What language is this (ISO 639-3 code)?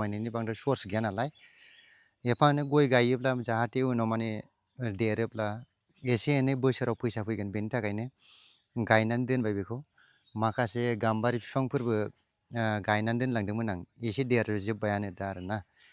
brx